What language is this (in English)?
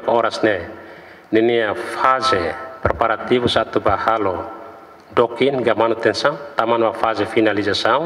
Tetum